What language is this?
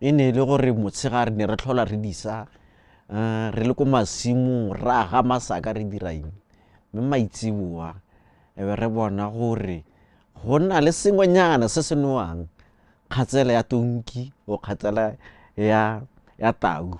Tswana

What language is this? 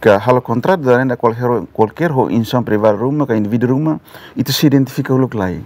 Tetum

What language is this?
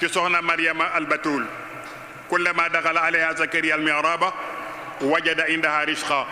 Wolof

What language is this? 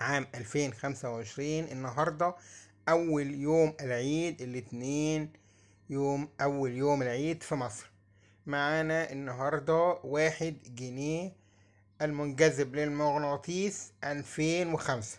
Egyptian Arabic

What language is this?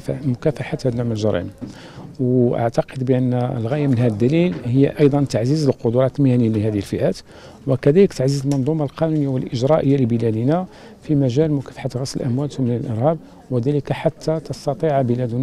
Arabic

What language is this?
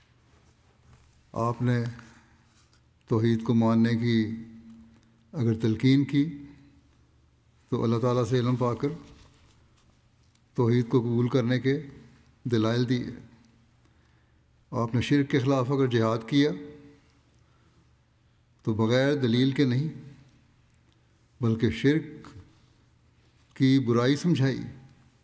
Urdu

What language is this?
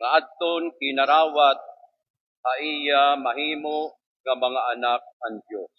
Waray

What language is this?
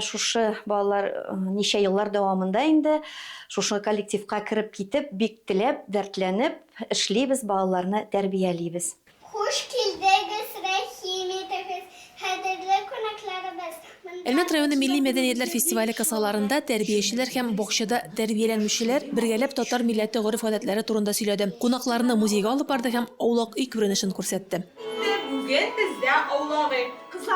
Tatar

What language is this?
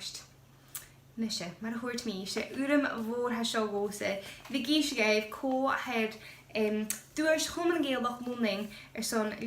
Scottish Gaelic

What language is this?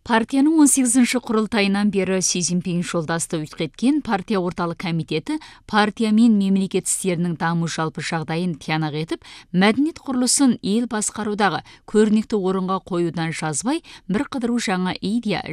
Kazakh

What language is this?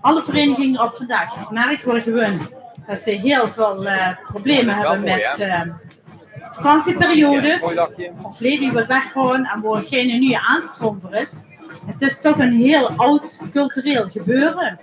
Limburgish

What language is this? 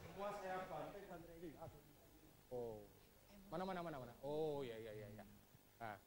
Banjar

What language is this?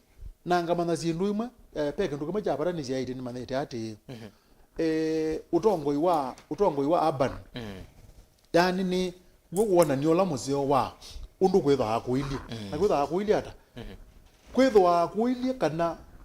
Kamba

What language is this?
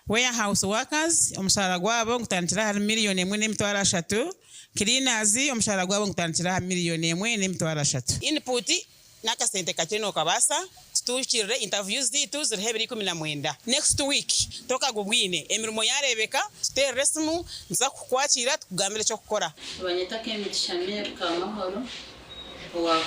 Nyankole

